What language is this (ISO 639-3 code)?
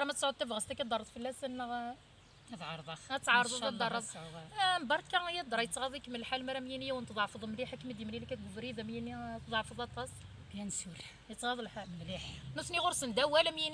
kab